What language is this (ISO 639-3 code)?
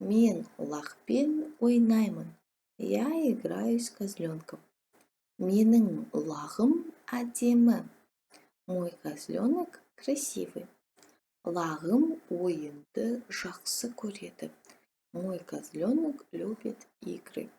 kaz